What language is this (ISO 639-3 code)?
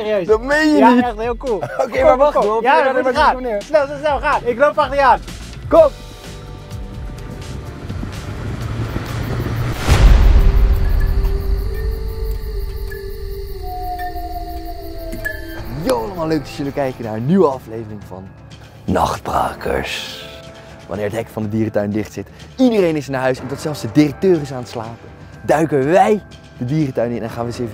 nld